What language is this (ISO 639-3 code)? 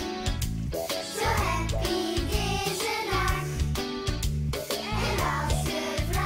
nld